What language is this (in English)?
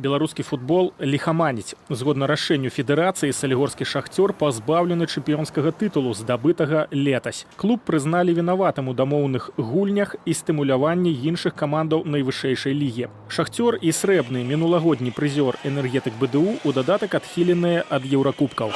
Belarusian